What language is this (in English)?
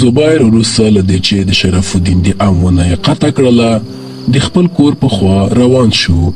Pashto